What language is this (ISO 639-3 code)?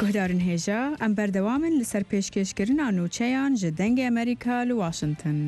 ckb